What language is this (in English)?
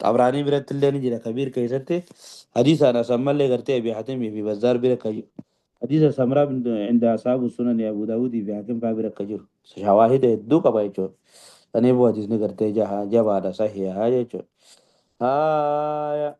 Oromo